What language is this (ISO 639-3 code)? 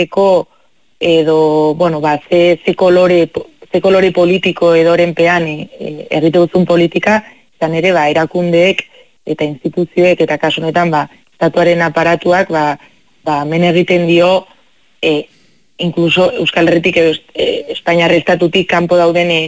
eus